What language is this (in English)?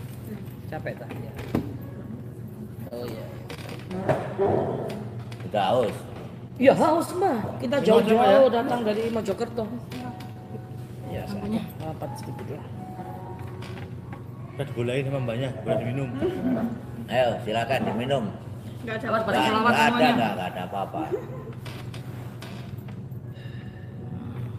Indonesian